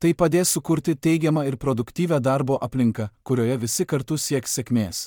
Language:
Lithuanian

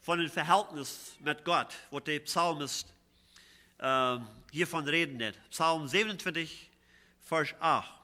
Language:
Plautdietsch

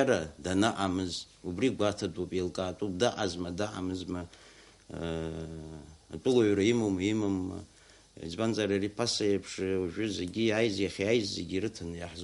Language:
Abkhazian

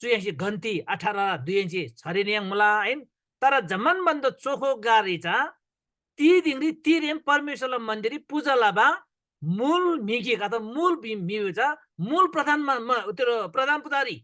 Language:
Eastern Tamang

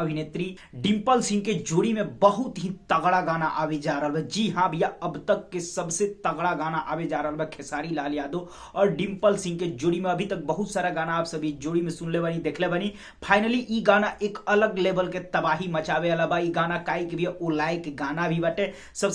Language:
Bhojpuri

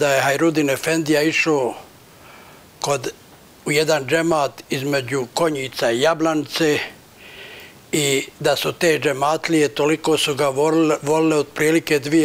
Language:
Bosnian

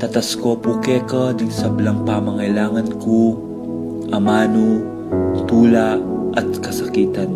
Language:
Pampanga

